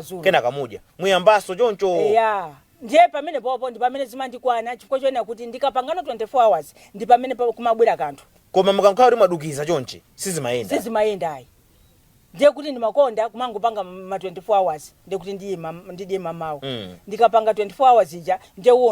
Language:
Nyanja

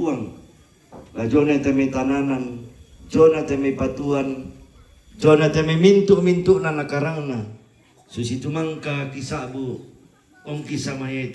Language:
Toraja-Sa'dan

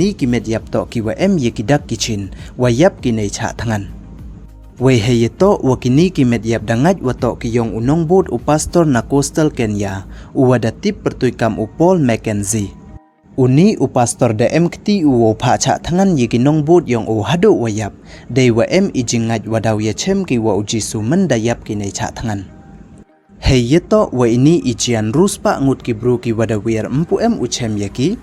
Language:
Pnar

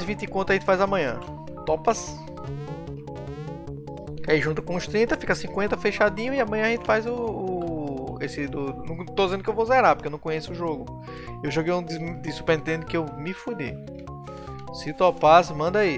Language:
Portuguese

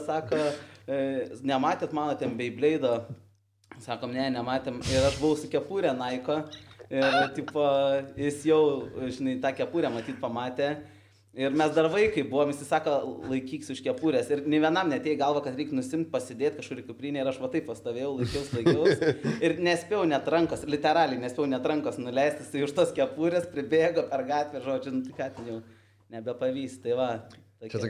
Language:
Lithuanian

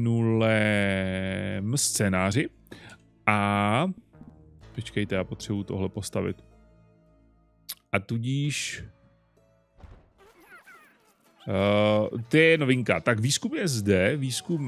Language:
Czech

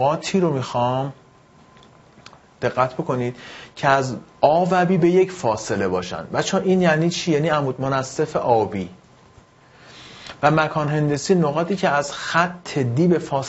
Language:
Persian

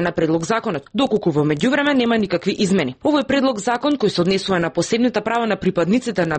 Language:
Macedonian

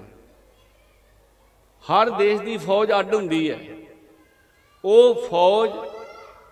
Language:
Punjabi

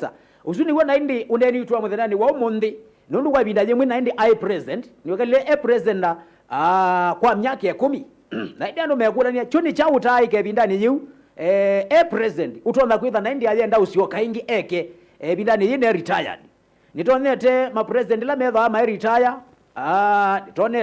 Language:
Kamba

